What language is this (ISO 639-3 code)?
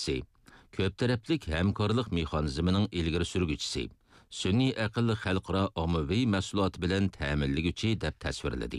uig